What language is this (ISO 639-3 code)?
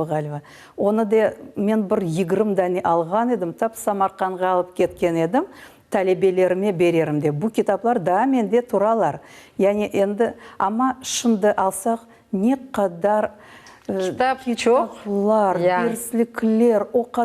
crh